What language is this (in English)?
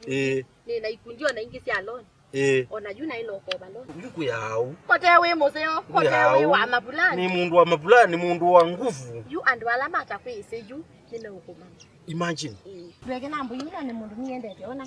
Kamba